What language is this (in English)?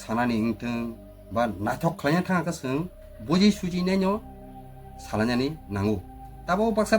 Kok Borok